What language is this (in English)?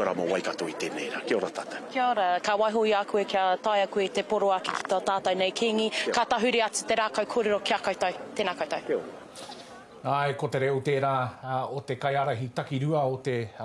Māori